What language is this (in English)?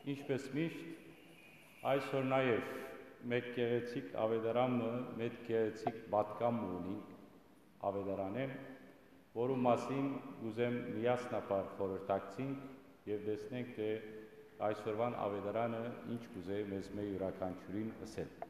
Western Armenian